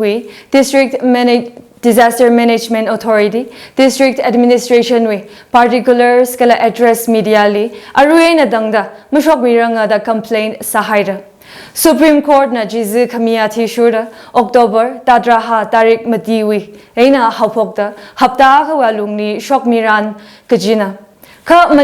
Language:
Tangkhul Naga (India)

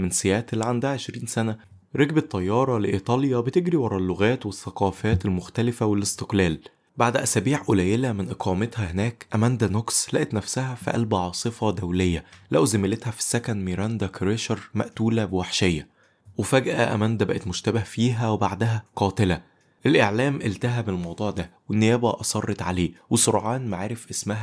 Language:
Egyptian Arabic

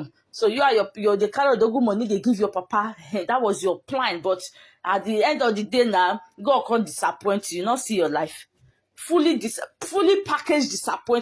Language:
Nigerian Pidgin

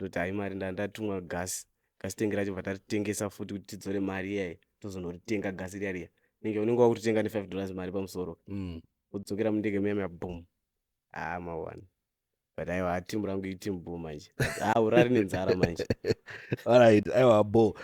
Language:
Shona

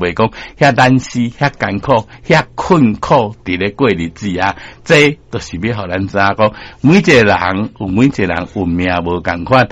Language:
Min Nan Chinese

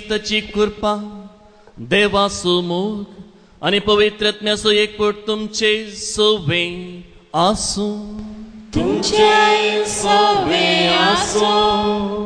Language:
Konkani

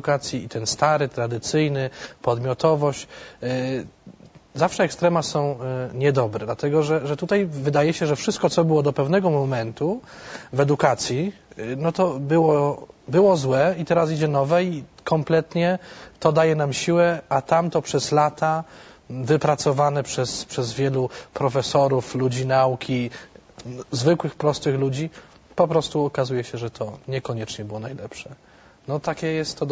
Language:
Polish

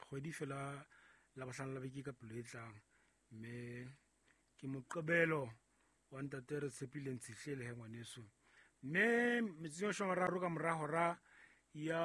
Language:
Southern Sotho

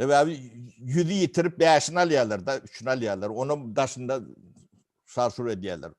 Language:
Turkmen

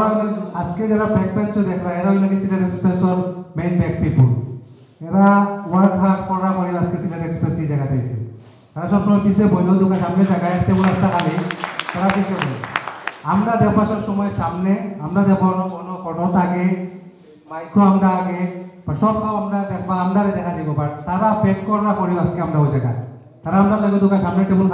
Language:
Sylheti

